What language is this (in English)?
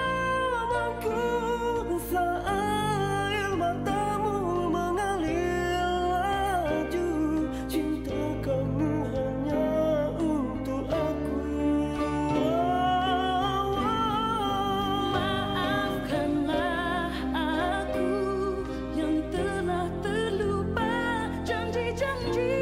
Malay